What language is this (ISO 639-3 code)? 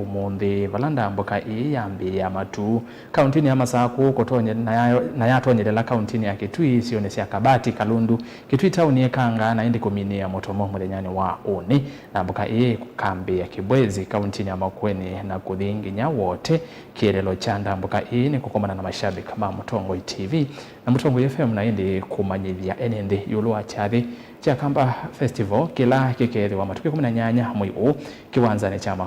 kam